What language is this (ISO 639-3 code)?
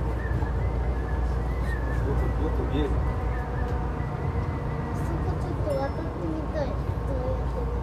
jpn